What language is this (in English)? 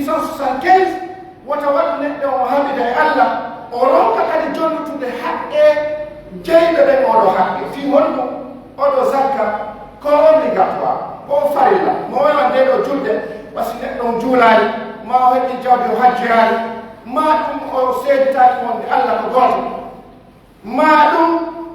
Pular